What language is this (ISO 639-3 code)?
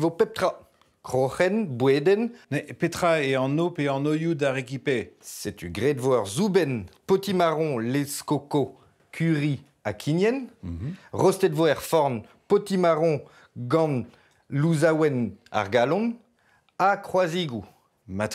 bre